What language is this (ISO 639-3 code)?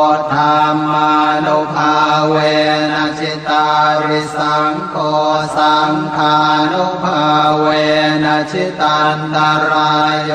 pli